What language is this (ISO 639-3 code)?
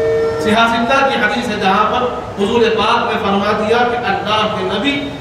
urd